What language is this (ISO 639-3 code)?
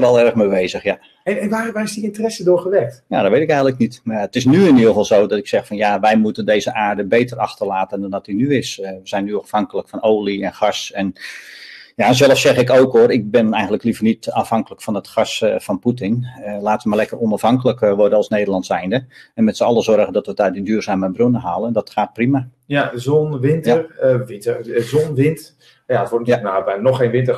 nld